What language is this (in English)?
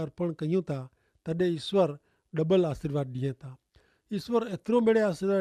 Kachhi